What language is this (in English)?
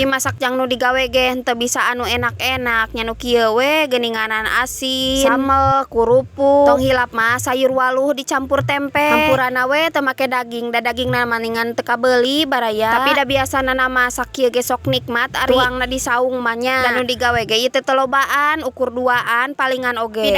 Sundanese